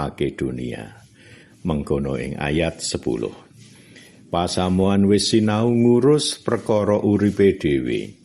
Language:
Javanese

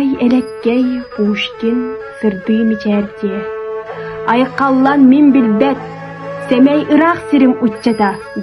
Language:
Yakut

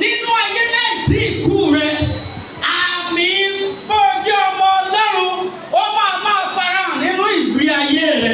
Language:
Yoruba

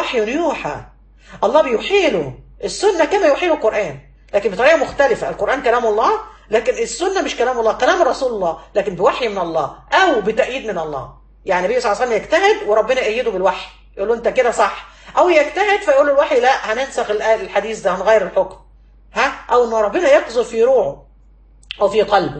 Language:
Egyptian Arabic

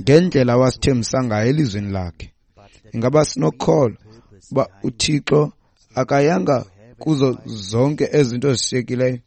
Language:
Xhosa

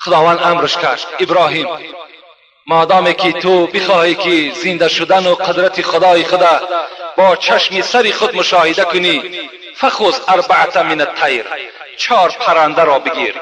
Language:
Tajik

